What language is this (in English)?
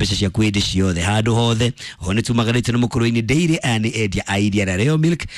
Kikuyu